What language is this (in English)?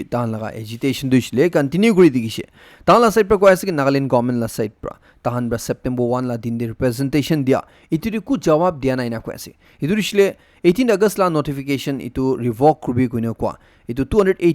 Naga Pidgin